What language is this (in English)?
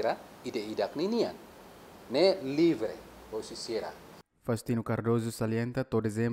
Tetum